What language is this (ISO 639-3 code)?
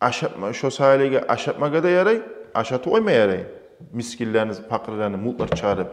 kum